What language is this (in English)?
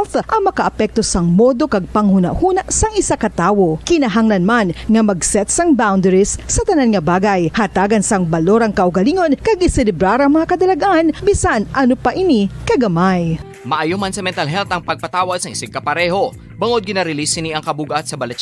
Hiligaynon